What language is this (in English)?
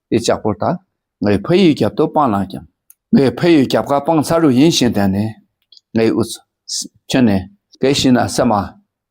Dakpakha